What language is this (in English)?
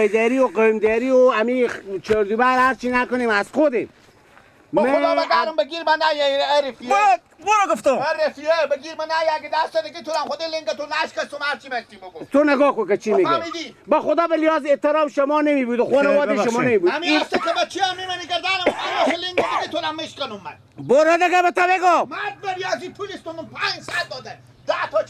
Persian